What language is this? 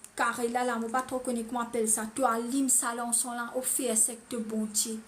Morisyen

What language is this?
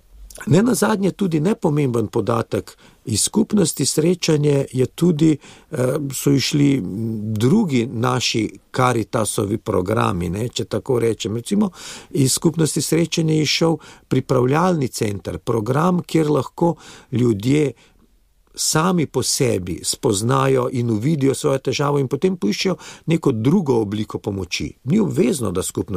Slovenian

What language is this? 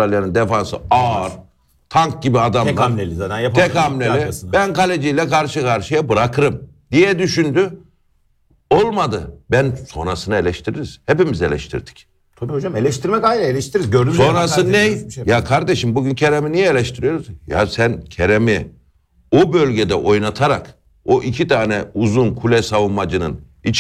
Turkish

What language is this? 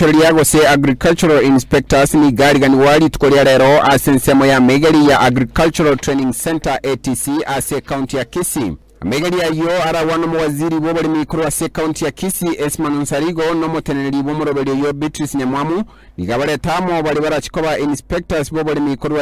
Gusii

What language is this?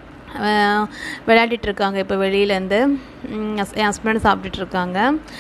Tamil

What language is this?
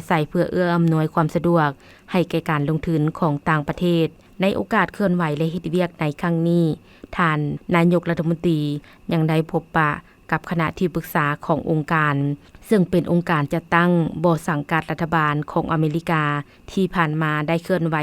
Lao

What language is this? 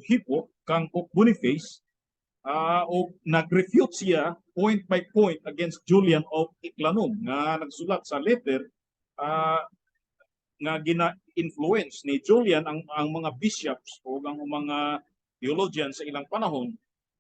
Cebuano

